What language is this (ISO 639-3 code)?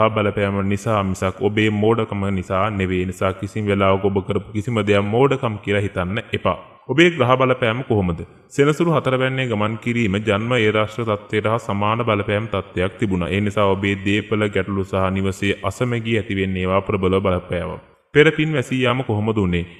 sin